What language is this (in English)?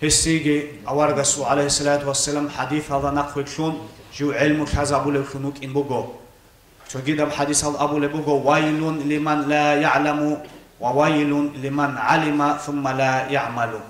Avaric